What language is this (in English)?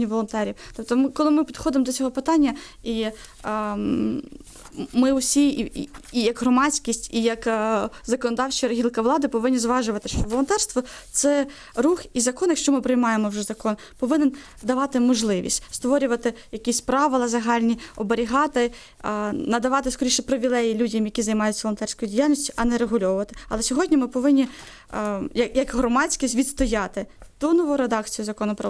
Ukrainian